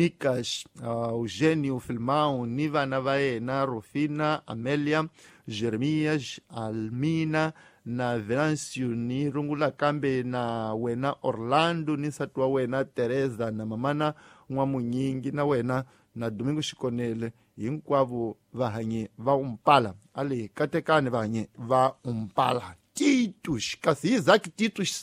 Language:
Tsonga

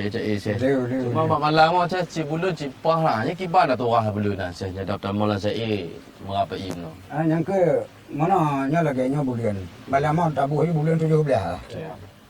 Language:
Achinese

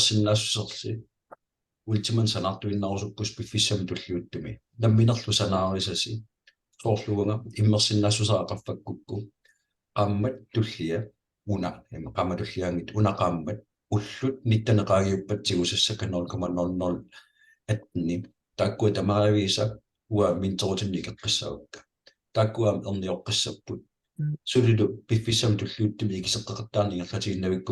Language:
Kalaallisut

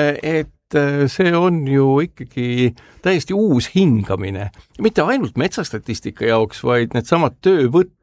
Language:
Estonian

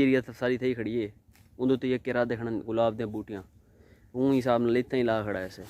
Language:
Saraiki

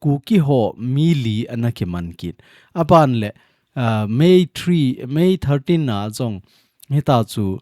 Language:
Thado Chin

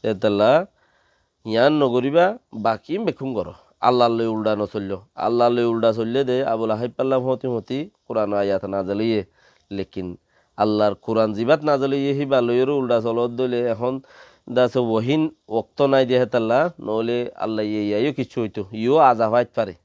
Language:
Rohingya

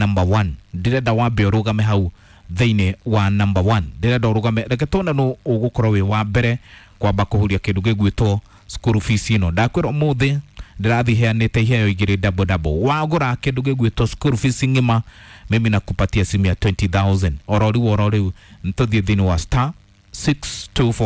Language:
Kikuyu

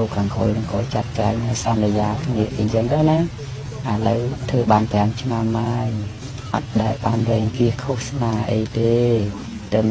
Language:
Khmer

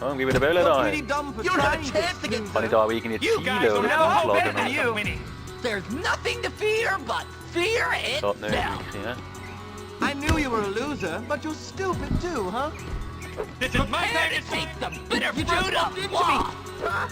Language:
Swiss German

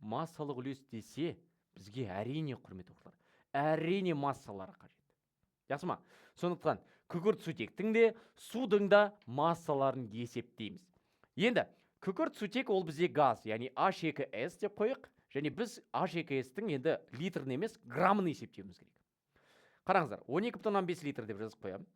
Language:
Kazakh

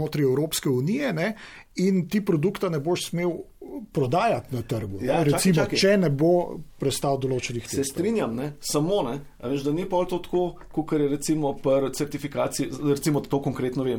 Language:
Slovenian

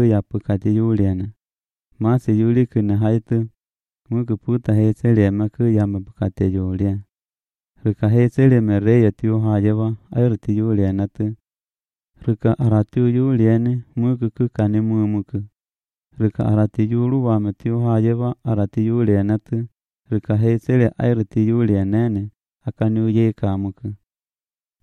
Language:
Latvian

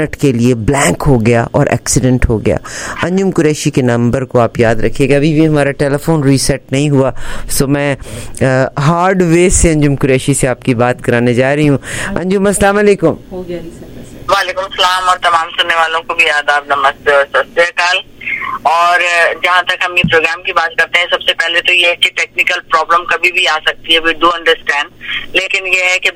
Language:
Hindi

